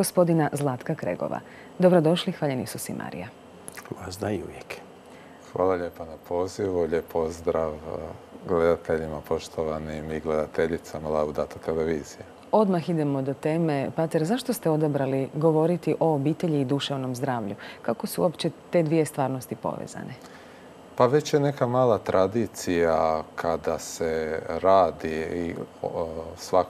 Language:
Croatian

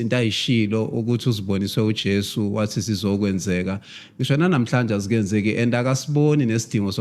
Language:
Zulu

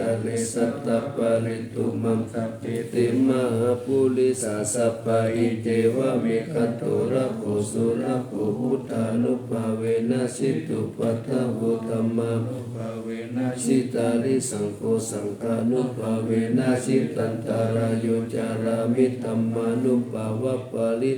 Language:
Pali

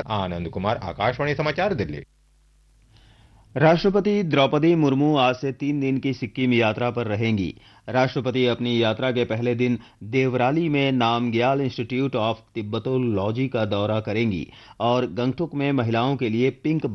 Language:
Hindi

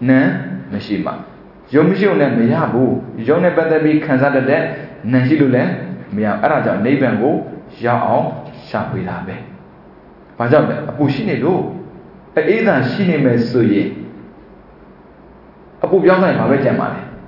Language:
Burmese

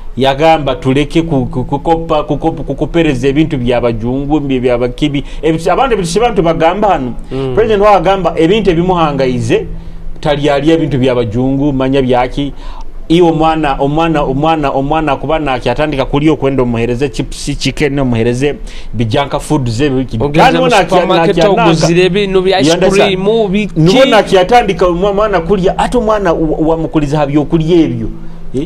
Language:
Nyoro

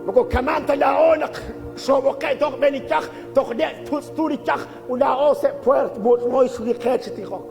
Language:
Kekchí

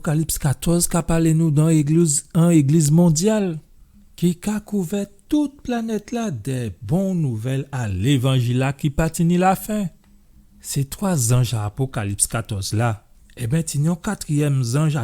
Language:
Guadeloupean Creole French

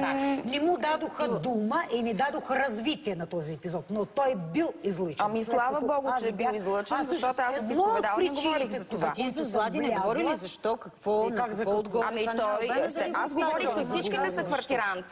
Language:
Bulgarian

